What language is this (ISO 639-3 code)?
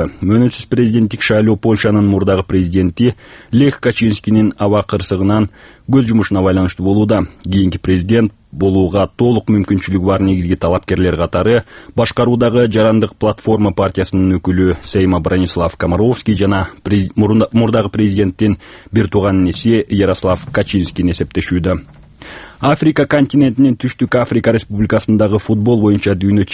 kir